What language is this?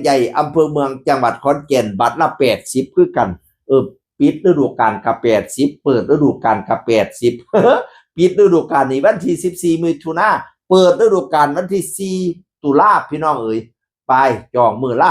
Northeastern Thai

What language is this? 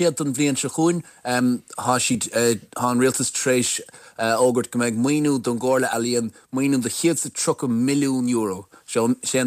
Irish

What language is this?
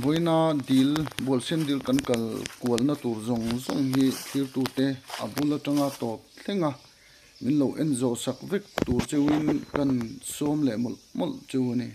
Mizo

